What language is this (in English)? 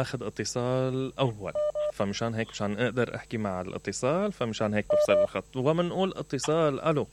Mesopotamian Arabic